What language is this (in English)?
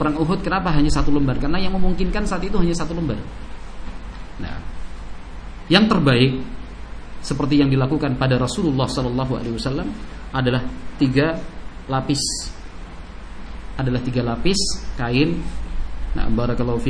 Indonesian